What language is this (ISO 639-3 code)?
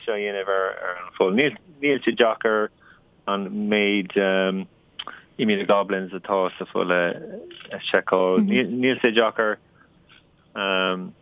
gle